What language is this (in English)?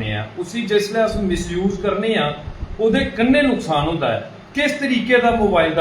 Dogri